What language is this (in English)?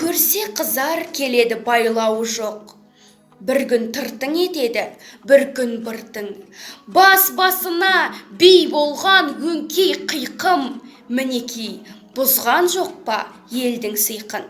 Kazakh